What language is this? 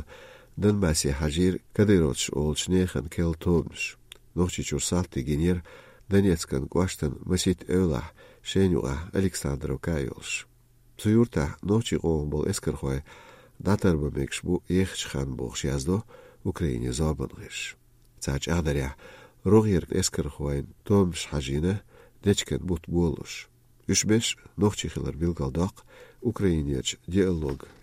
Chechen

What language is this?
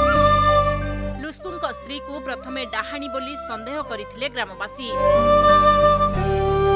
Odia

